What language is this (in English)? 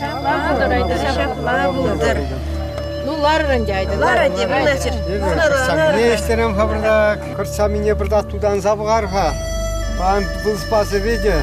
Chuvash